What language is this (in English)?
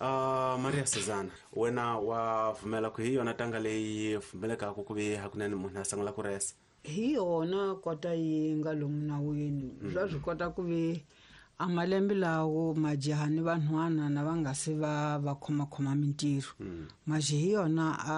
Tsonga